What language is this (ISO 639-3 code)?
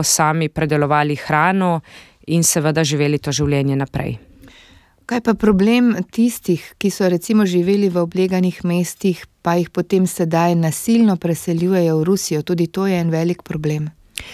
slv